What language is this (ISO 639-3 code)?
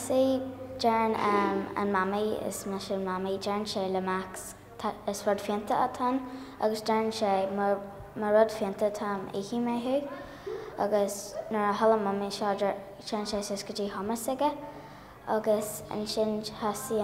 gle